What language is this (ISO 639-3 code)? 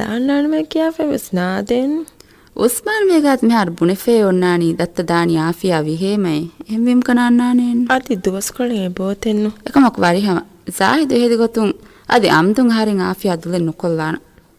div